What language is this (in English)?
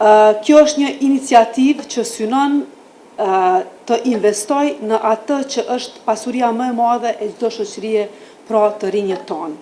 Albanian